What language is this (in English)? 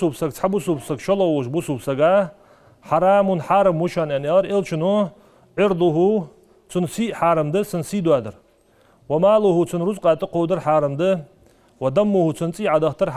Ingush